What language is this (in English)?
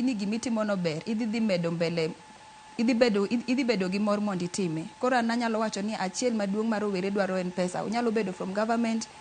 Luo (Kenya and Tanzania)